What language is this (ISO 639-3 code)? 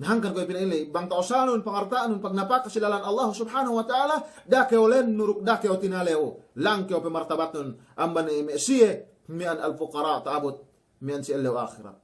yka